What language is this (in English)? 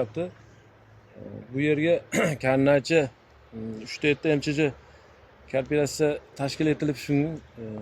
Uzbek